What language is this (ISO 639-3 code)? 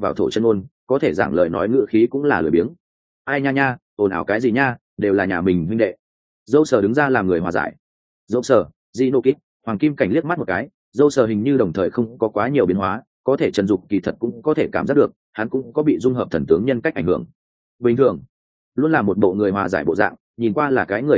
vie